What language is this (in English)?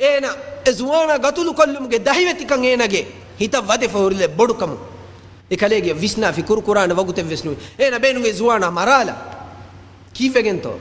Divehi